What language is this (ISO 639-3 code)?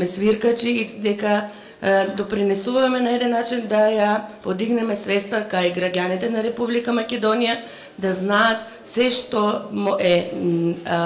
mkd